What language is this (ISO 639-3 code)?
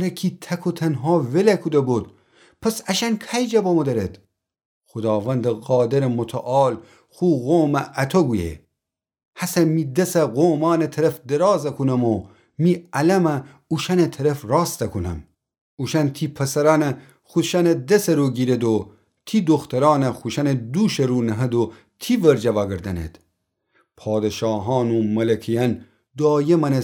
glk